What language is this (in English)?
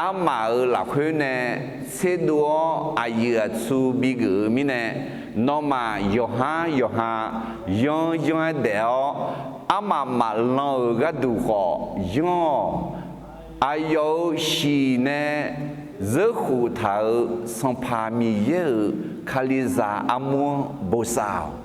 Akha